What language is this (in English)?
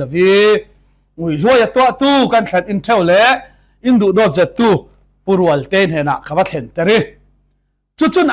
Falam Chin